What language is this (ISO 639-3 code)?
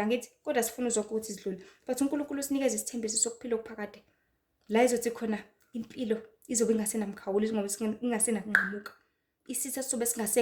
zul